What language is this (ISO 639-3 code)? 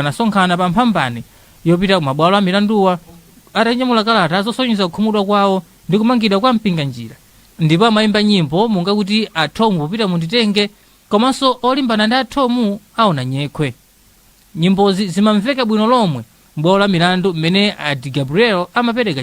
nya